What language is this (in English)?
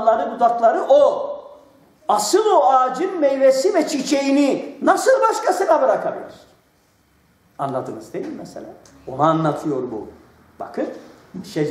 Turkish